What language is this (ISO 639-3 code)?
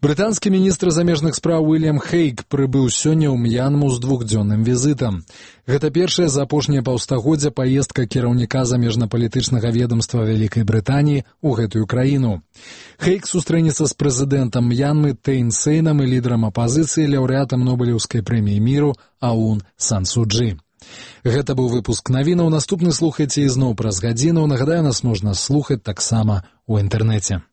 bel